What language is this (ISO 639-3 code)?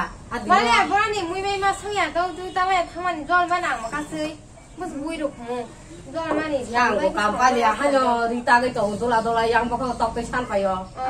trp